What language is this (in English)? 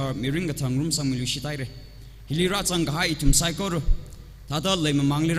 Tangkhul Naga (India)